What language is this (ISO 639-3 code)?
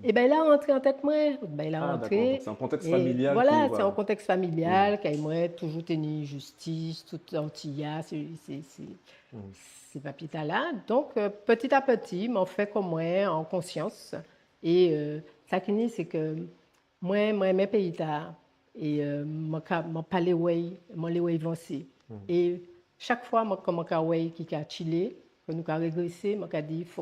gcf